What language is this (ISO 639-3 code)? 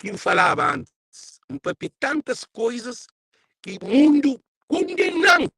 kea